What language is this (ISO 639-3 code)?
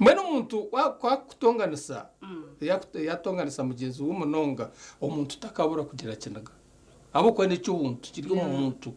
nyn